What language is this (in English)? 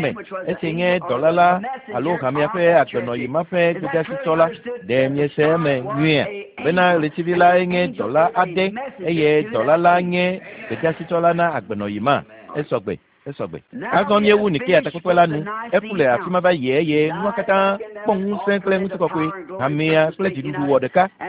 Ewe